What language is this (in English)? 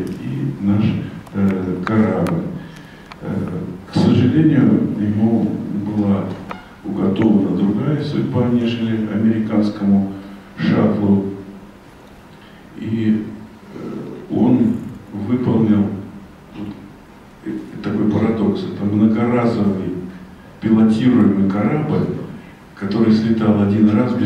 Russian